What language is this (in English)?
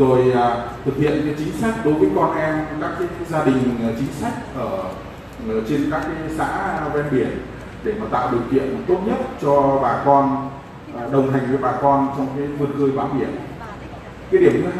Vietnamese